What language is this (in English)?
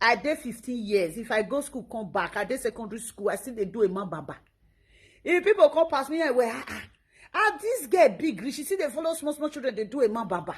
Nigerian Pidgin